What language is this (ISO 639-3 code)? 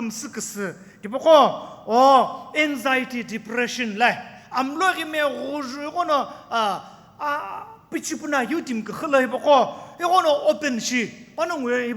nsm